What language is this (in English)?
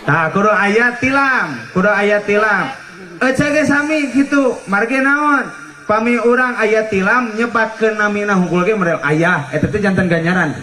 Sundanese